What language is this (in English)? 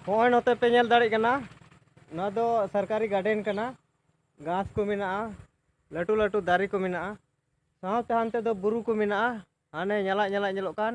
Santali